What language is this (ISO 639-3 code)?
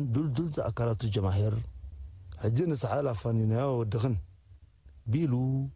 tir